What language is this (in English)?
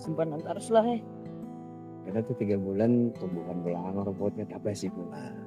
Banjar